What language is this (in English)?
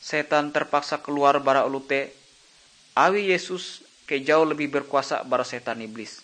Ngaju